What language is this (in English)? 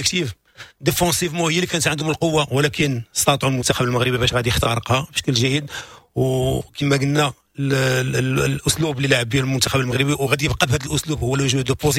Moroccan Arabic